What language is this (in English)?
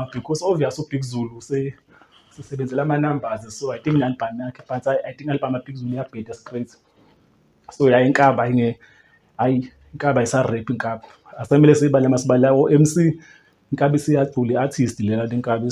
Zulu